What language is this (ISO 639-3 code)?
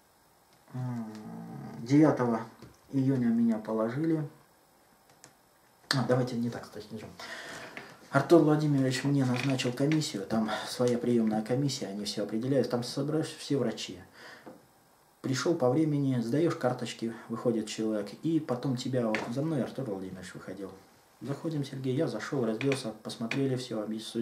rus